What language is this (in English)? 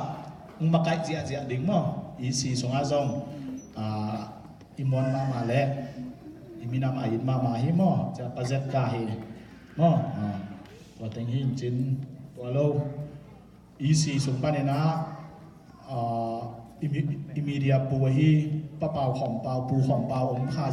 Tedim Chin